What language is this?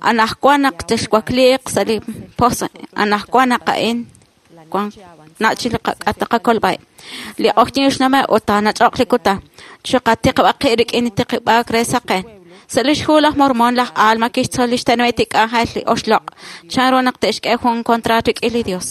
Kekchí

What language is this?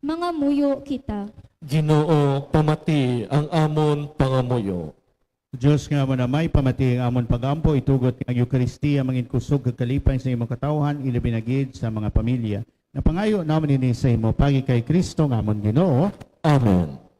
Hiligaynon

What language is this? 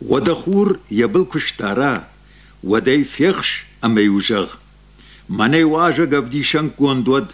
Ossetic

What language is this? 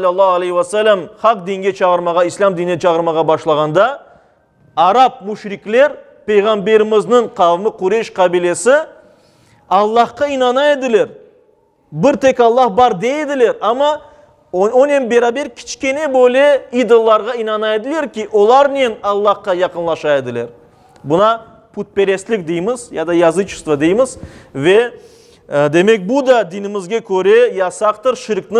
Crimean Tatar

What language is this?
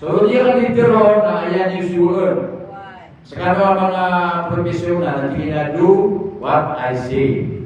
Maranao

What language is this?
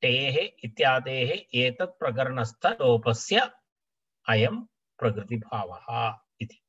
Sanskrit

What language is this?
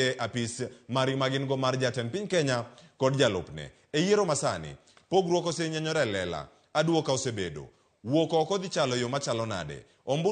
Luo (Kenya and Tanzania)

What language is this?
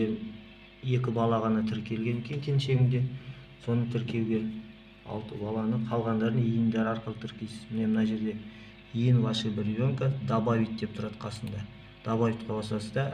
Kazakh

